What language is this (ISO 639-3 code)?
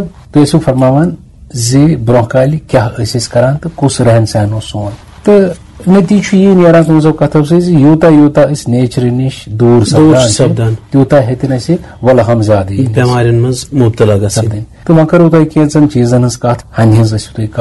kas